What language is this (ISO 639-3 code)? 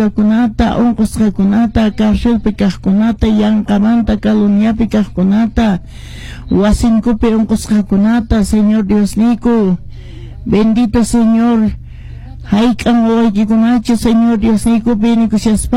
que